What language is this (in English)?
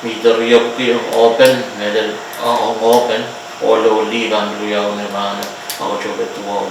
Pohnpeian